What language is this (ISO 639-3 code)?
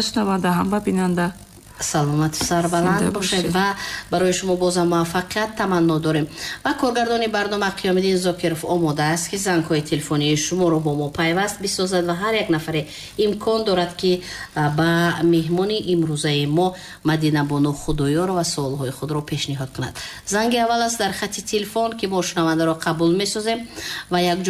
tgk